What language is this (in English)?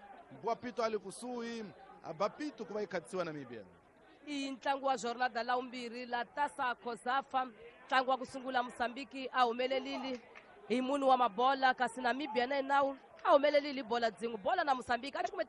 Tsonga